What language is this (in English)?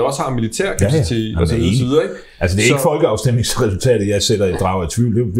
Danish